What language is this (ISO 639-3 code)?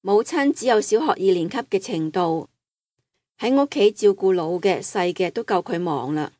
yue